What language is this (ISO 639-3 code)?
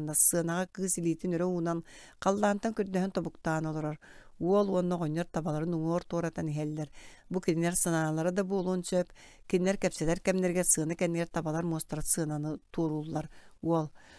sah